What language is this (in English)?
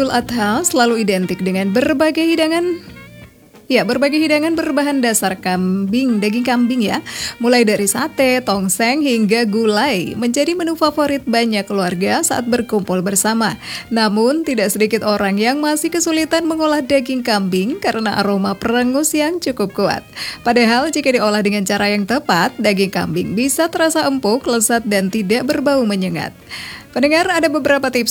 Indonesian